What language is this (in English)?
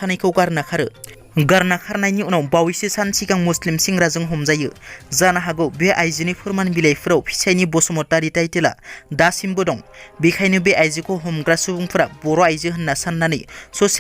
Bodo